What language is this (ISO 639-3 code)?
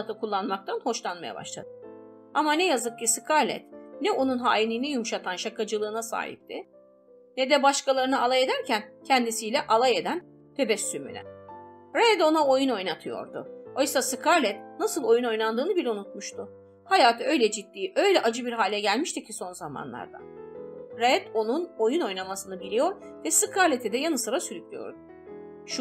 tur